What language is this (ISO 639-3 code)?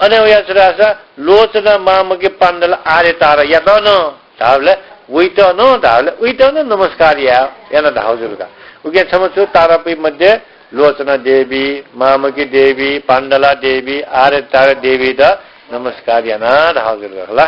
new